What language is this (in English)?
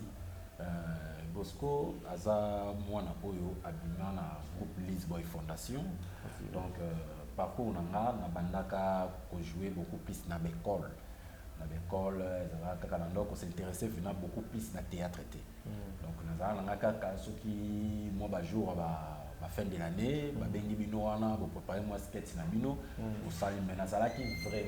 Lingala